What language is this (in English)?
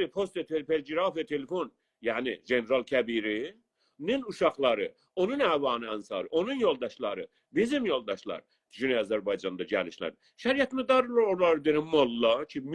South Azerbaijani